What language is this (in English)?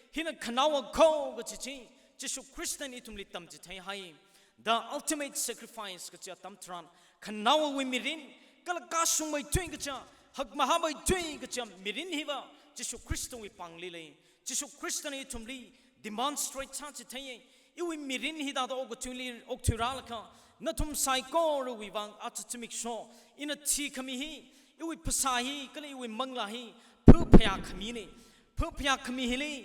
Tangkhul Naga (India)